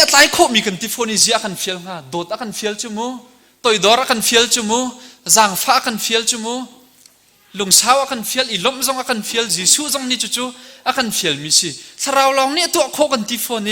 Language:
Hakha Chin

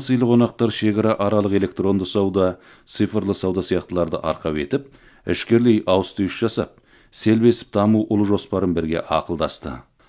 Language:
Kazakh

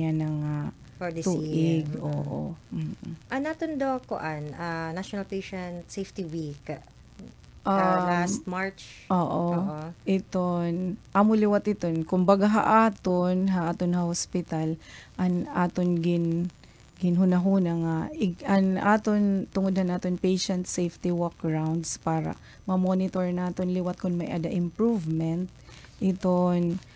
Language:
Waray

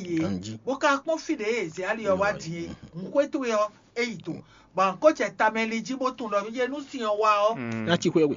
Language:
Fon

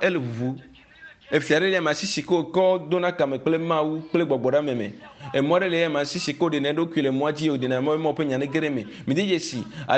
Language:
Ewe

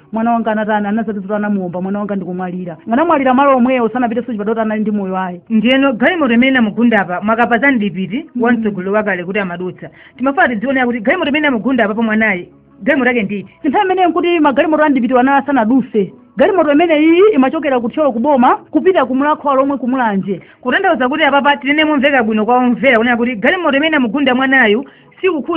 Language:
Nyanja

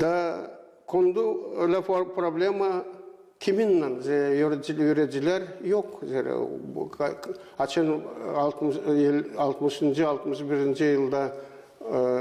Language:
Gagauz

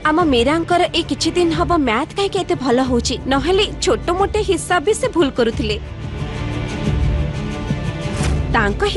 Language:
Odia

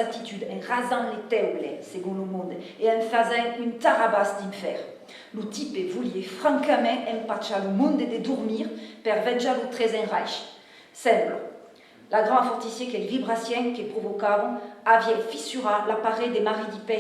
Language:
Occitan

